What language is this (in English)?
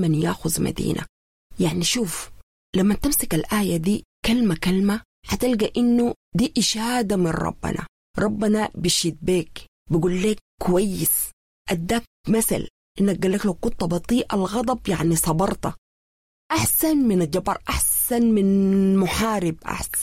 Sudanese Arabic